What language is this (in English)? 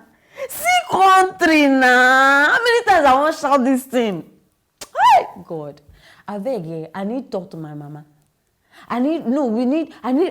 Nigerian Pidgin